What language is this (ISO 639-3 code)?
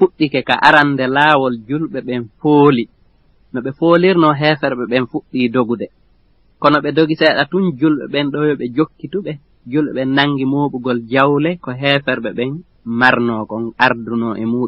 ful